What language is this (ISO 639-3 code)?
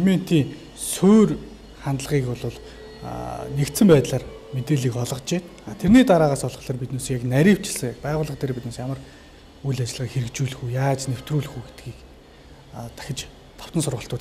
mon